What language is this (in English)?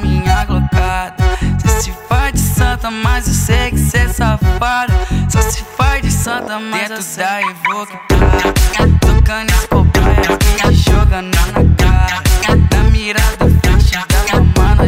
Portuguese